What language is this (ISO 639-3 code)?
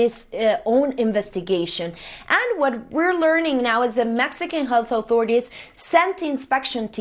eng